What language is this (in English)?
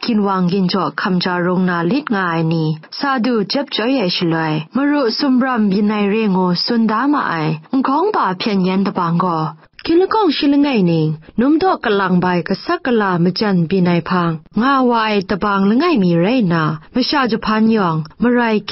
Kachin